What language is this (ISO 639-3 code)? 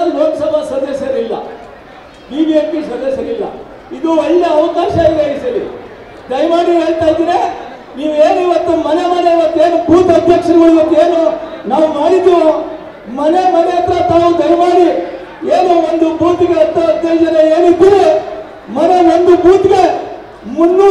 kan